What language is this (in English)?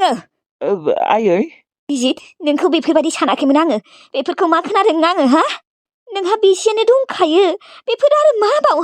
Bodo